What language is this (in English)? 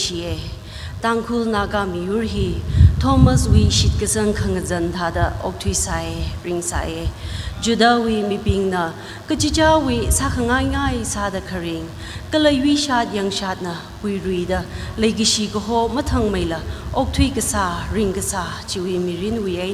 Tangkhul Naga (India)